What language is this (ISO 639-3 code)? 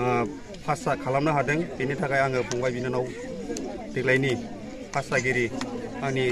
brx